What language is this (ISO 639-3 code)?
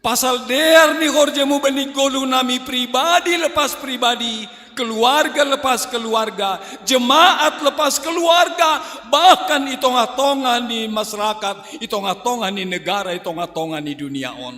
bts